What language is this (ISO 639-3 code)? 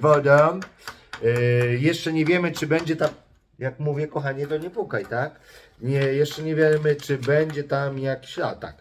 pol